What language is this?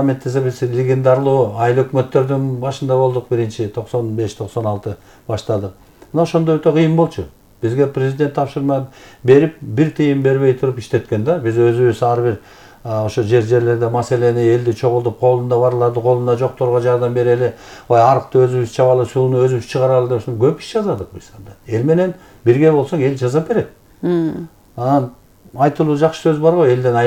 Kyrgyz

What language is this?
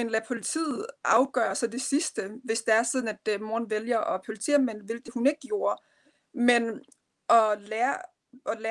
Danish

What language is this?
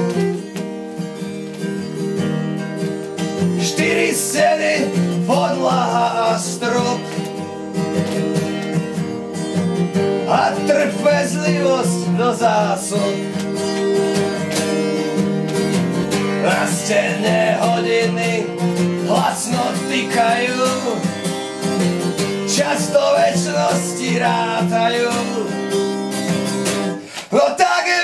Slovak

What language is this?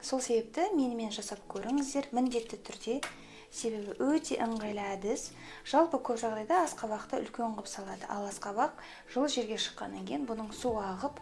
Kazakh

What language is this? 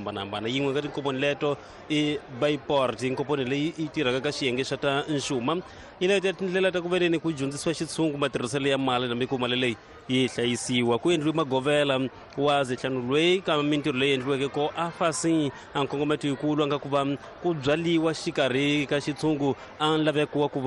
Tsonga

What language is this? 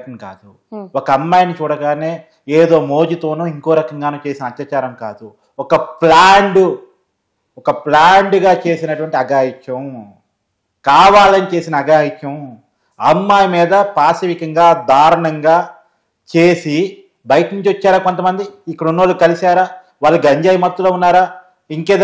Telugu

